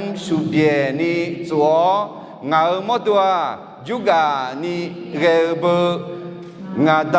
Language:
Akha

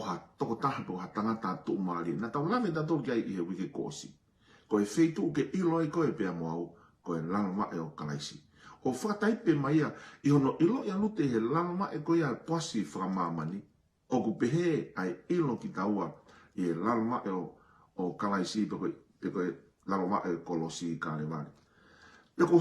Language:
Tongan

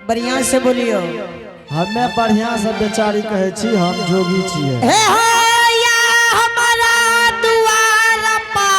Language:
Angika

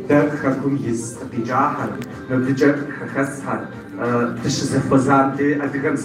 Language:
Kabardian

